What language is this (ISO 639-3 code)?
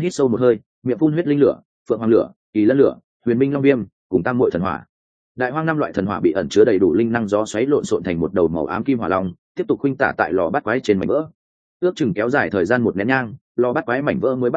vie